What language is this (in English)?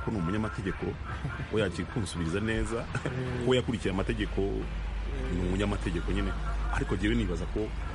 Kinyarwanda